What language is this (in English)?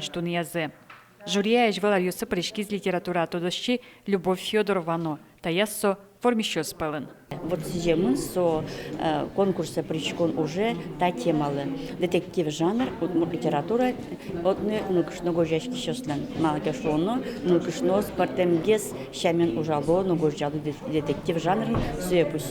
Udmurt